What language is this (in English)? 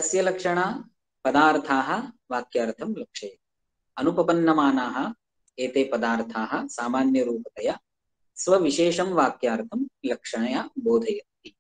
Sanskrit